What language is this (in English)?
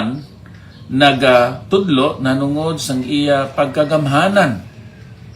Hiligaynon